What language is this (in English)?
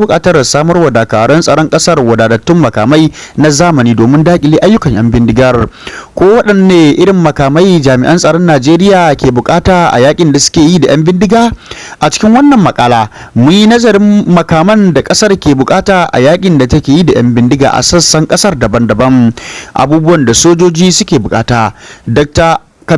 Hausa